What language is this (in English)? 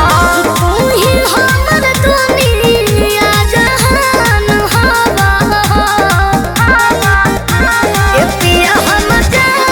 Bhojpuri